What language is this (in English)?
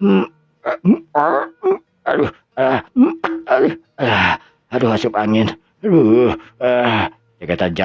Sundanese